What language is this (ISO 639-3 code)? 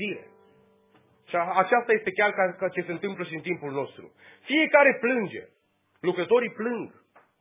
ron